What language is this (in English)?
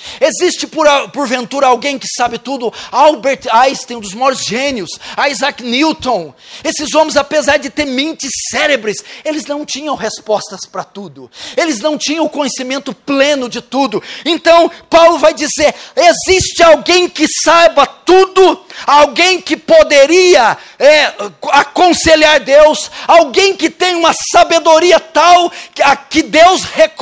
Portuguese